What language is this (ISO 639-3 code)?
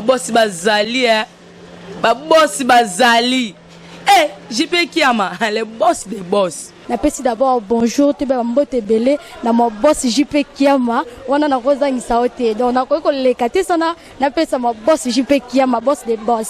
lin